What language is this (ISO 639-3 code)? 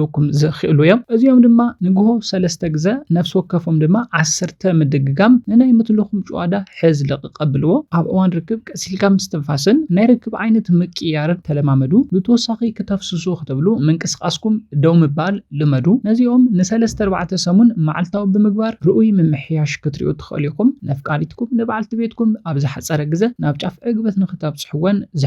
tir